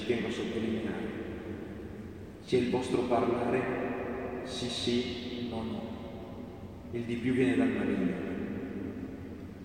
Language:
Italian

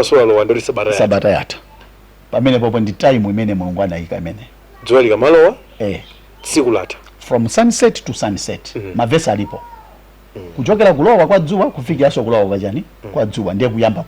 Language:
Nyanja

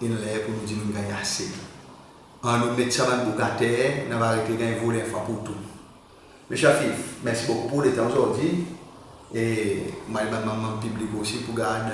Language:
Seselwa Creole French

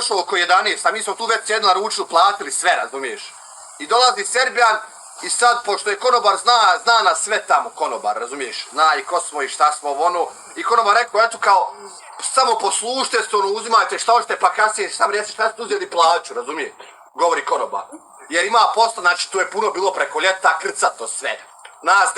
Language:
Bosnian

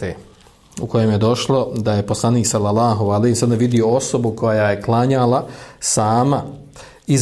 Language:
Bosnian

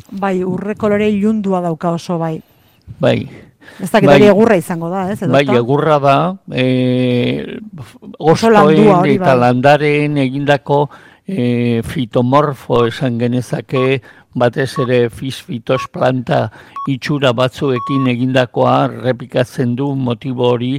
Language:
Basque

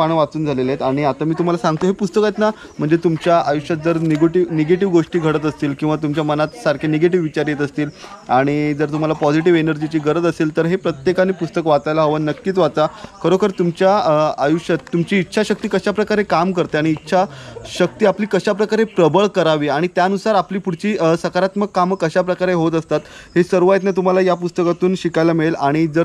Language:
Marathi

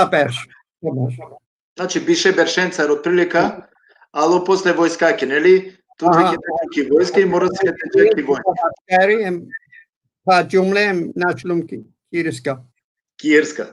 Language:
Balkan Romani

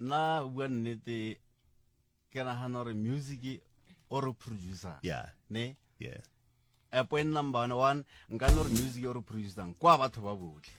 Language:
Northern Sotho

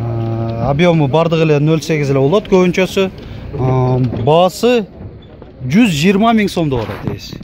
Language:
Kyrgyz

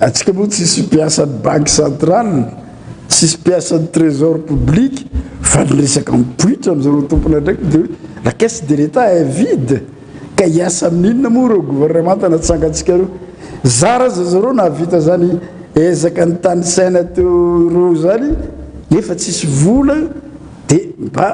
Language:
Malagasy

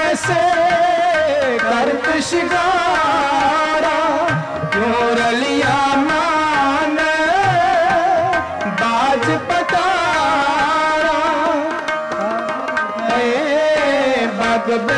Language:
Punjabi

